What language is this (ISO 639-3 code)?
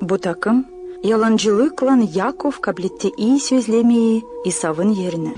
gag